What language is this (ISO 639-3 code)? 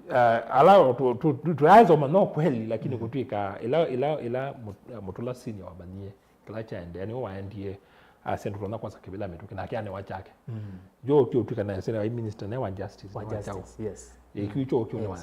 kam